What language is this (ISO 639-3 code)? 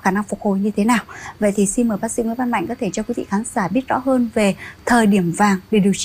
vie